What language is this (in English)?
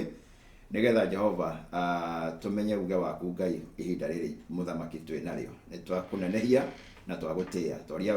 Kikuyu